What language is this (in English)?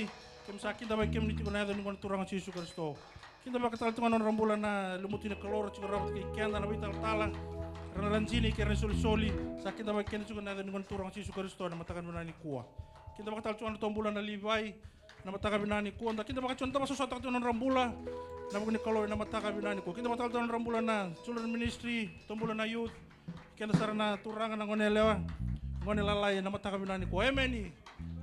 Fijian